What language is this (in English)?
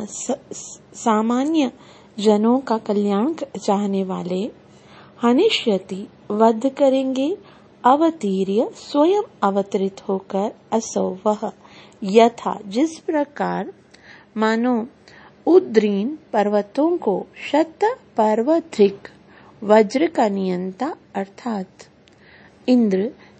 Hindi